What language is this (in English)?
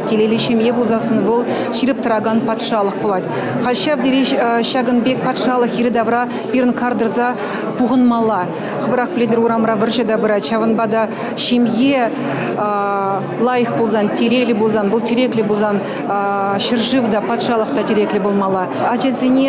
Chuvash